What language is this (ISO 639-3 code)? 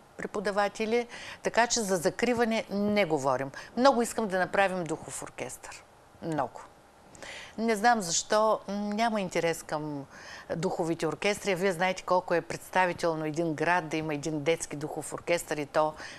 bul